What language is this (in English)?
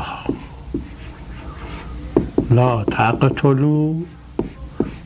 Persian